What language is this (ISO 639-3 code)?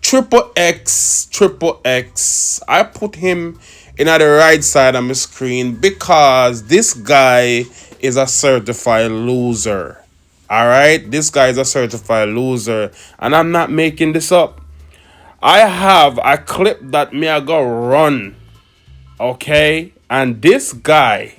jam